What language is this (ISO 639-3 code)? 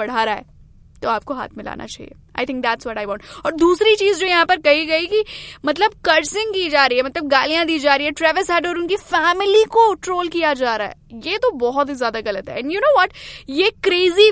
hin